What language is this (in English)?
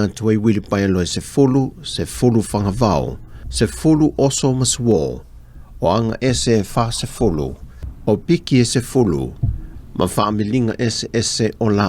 Samoan